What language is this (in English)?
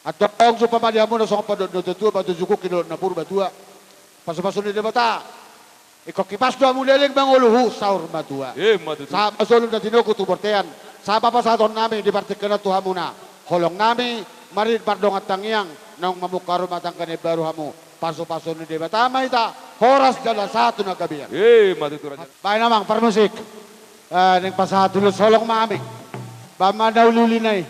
Batak Toba